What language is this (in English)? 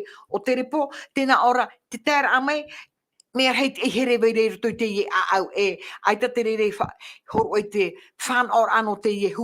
Tahitian